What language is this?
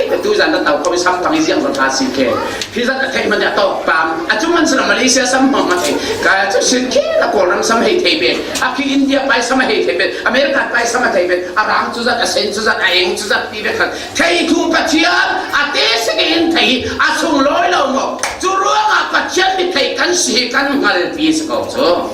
Falam Chin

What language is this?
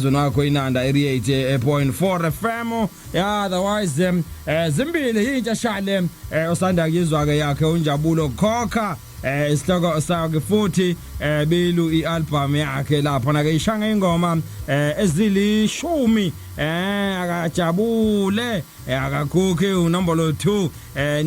Zulu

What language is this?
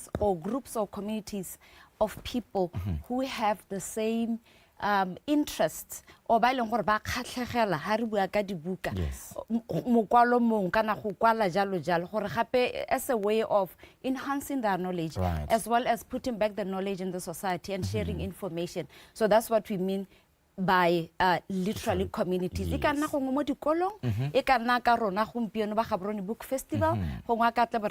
Tswana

